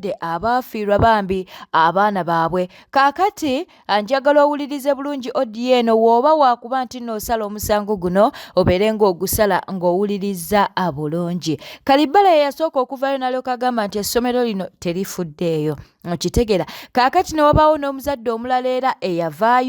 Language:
Ganda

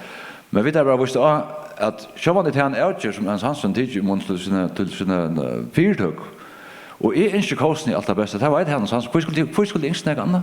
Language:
Faroese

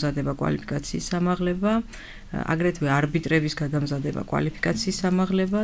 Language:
Georgian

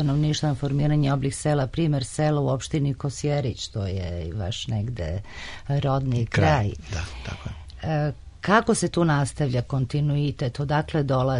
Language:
Serbian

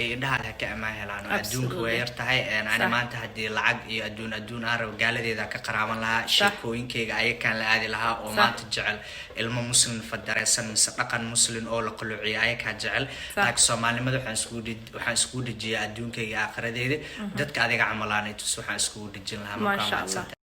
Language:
Somali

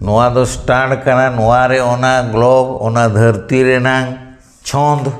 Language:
Santali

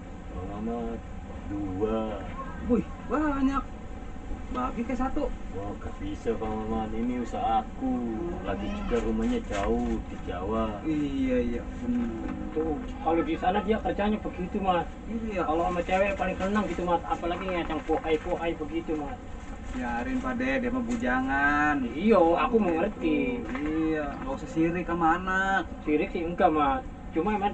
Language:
Betawi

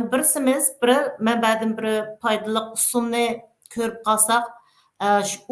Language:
Uyghur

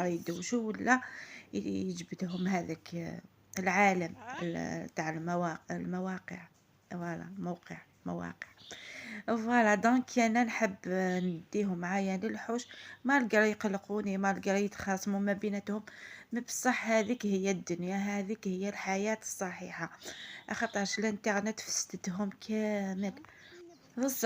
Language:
Algerian Arabic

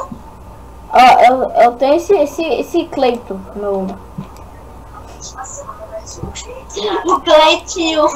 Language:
Portuguese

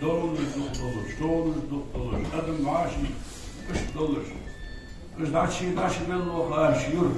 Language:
Ingush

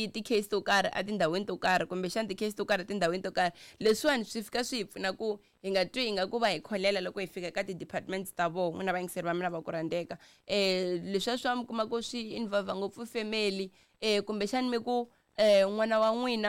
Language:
Tsonga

